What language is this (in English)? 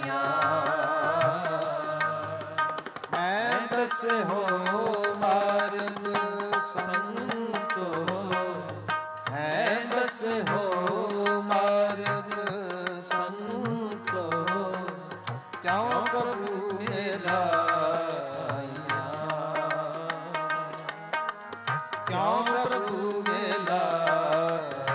Punjabi